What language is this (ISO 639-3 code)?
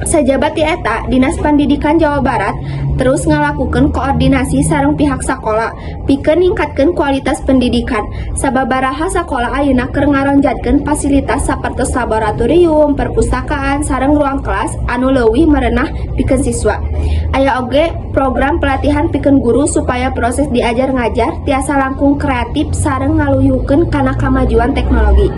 sun